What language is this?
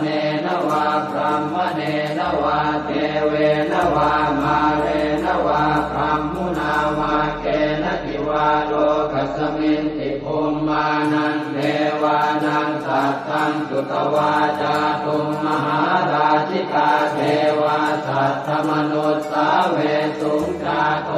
Pali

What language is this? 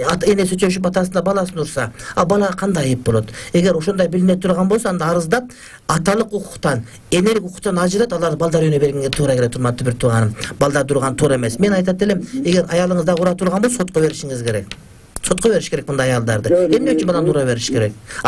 Kyrgyz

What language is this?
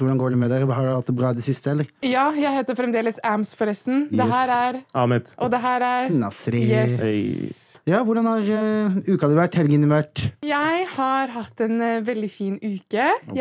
Norwegian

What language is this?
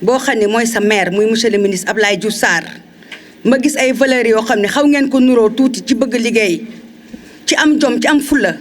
Wolof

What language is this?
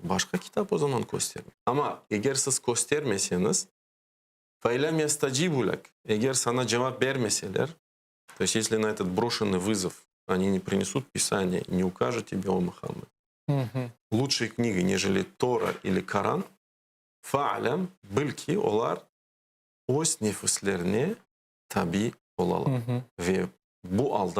Crimean Tatar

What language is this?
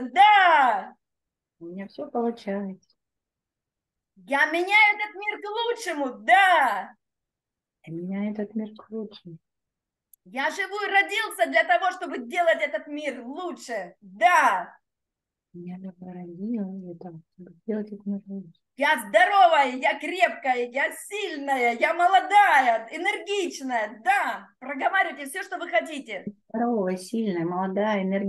Russian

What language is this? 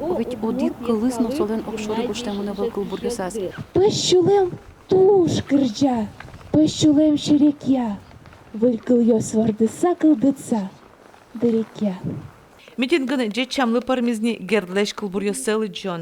Udmurt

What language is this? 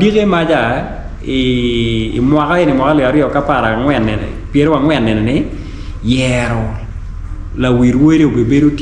Acoli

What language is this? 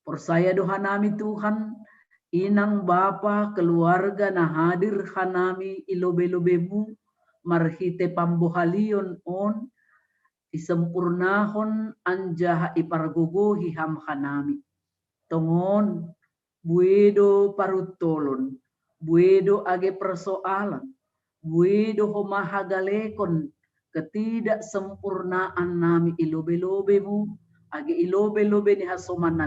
Batak Simalungun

